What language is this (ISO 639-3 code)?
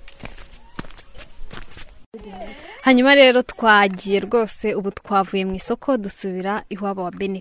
kin